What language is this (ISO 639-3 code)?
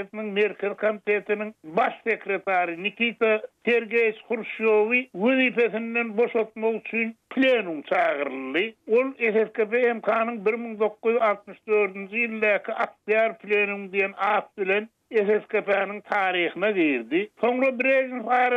tuk